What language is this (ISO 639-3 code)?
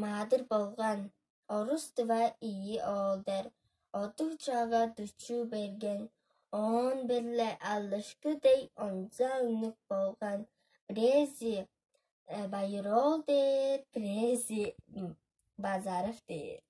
tyv